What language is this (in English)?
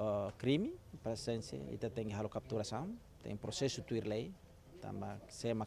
Tetum